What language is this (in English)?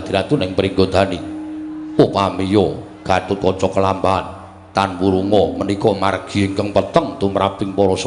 Javanese